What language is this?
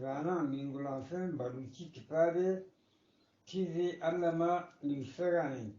Eastern Balochi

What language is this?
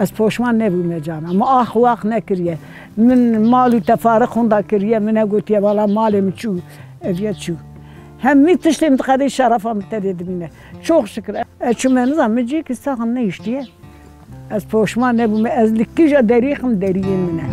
Kurdish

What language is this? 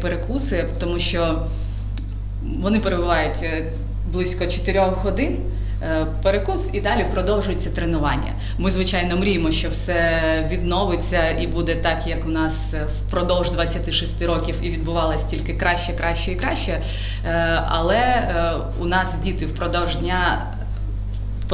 Ukrainian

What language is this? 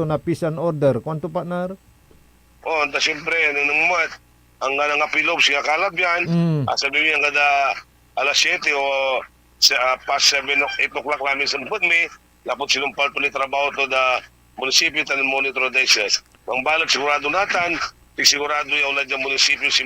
Pangasinan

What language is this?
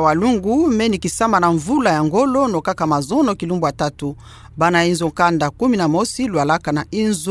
Kituba (Democratic Republic of Congo)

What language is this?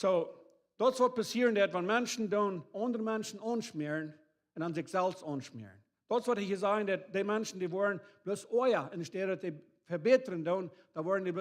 Plautdietsch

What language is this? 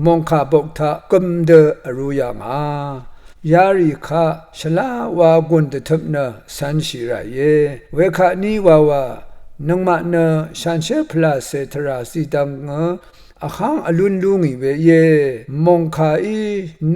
Rawang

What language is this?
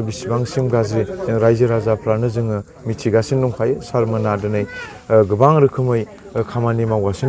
Bodo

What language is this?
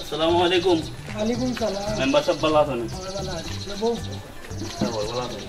Sylheti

